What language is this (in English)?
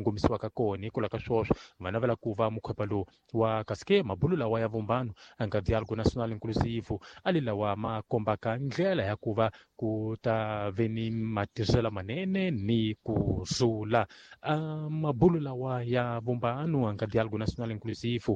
Tsonga